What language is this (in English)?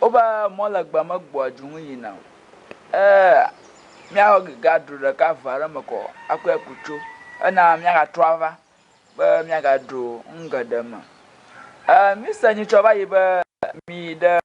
Ewe